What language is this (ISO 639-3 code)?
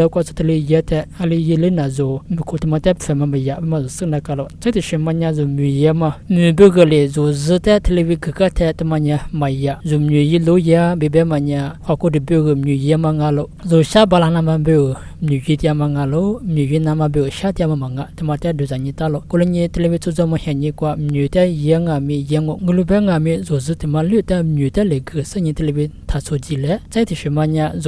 lis